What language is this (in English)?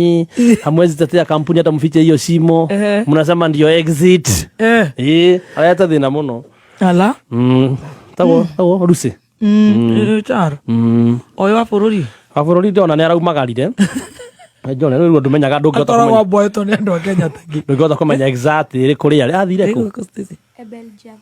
Kikuyu